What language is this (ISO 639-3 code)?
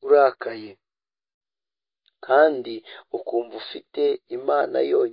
kin